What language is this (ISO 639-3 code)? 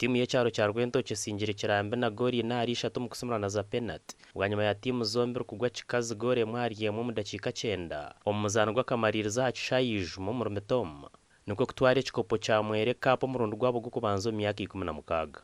nyn